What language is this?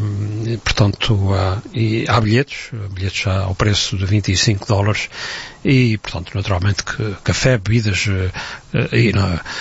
Portuguese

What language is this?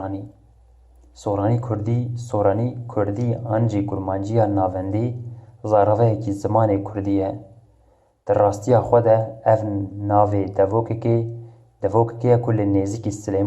Kurdish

